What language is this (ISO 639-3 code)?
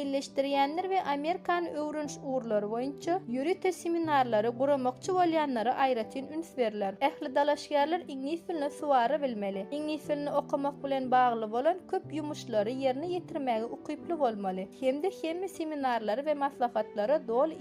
tuk